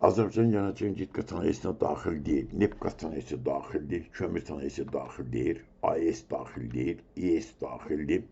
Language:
Azerbaijani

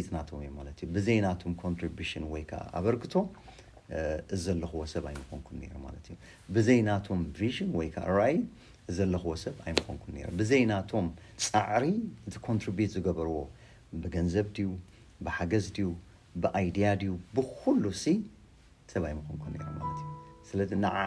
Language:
Tigrinya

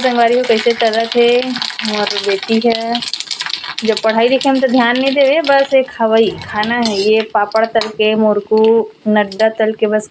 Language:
Chhattisgarhi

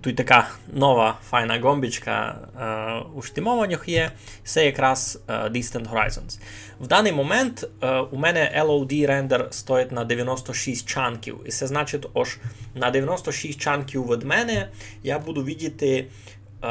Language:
Rusyn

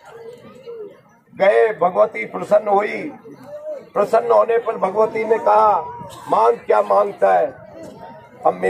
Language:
Hindi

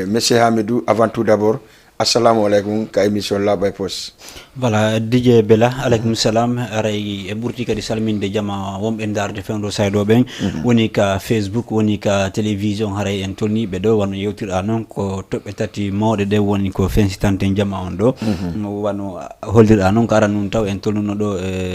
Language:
Fula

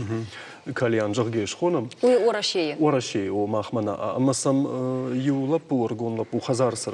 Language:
Ossetic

